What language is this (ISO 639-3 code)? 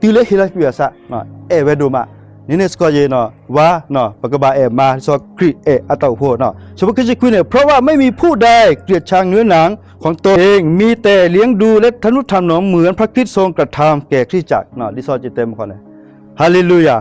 ksw